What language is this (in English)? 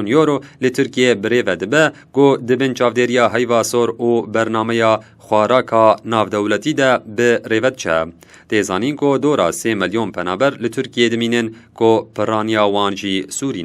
Kurdish